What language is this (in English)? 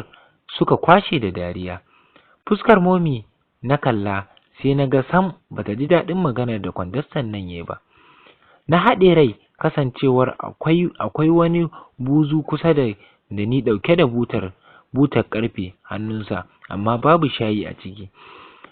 Hausa